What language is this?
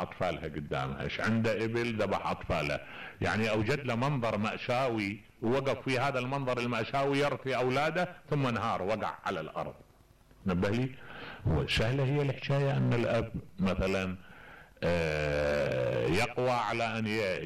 Mesopotamian Arabic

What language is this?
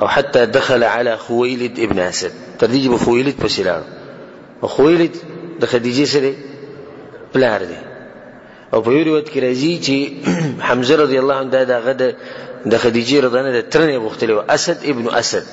Pashto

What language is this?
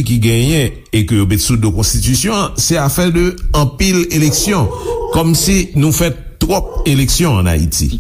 Haitian Creole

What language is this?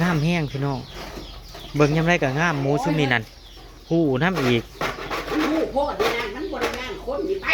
Northeastern Thai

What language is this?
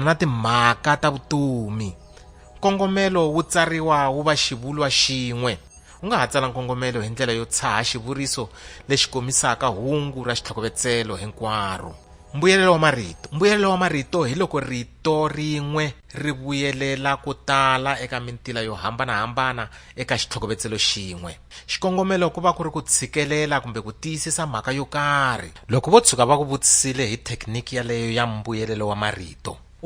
Tsonga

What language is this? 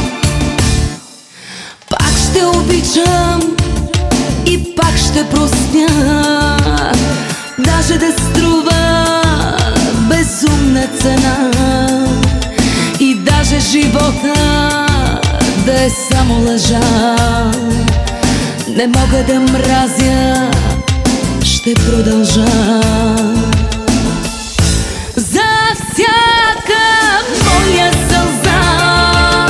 Bulgarian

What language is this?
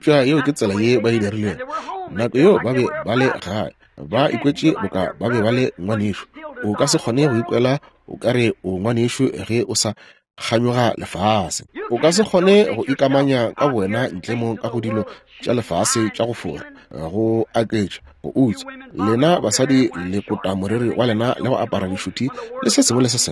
Northern Sotho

